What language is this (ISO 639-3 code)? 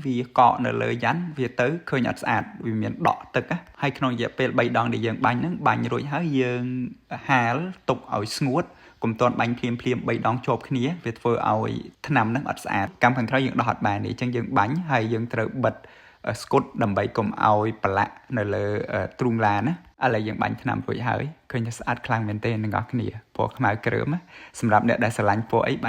khm